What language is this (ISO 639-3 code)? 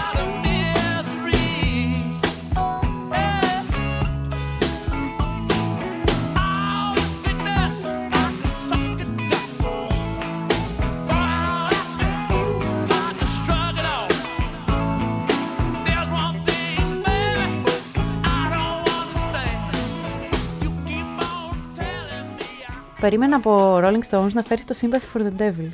ell